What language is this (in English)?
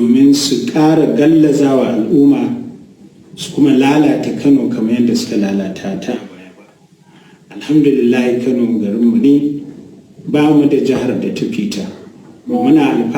Hausa